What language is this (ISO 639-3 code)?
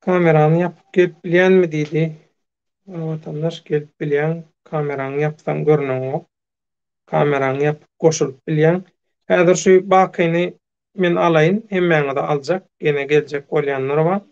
tuk